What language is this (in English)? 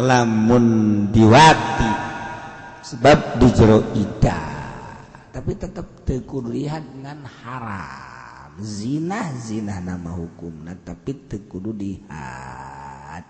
Sundanese